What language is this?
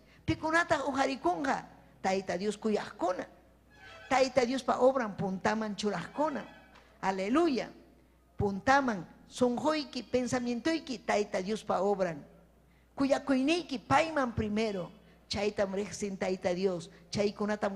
Ayacucho Quechua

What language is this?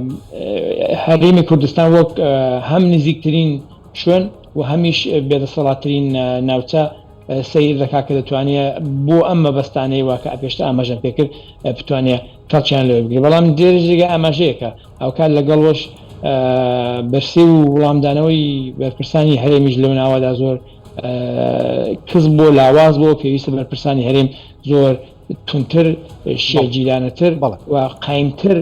Central Kurdish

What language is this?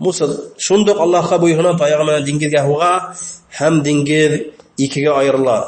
Bashkir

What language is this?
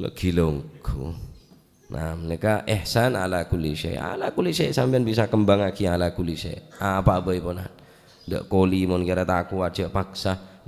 Madurese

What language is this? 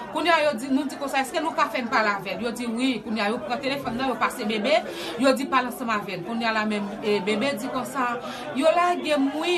Haitian Creole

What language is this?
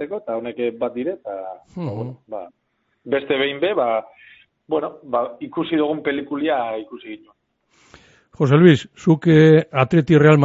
Basque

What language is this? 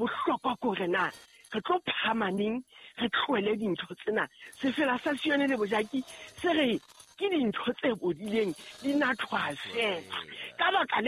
Southern Sotho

